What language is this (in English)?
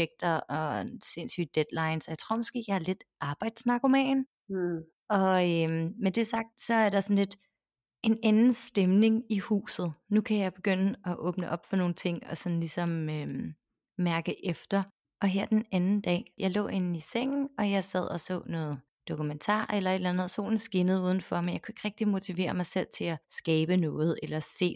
Danish